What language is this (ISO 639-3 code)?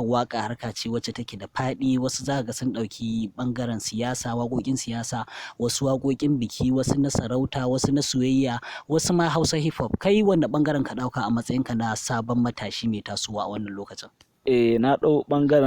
hau